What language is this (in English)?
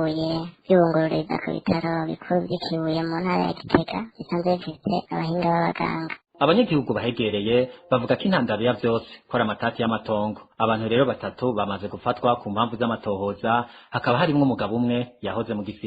Rundi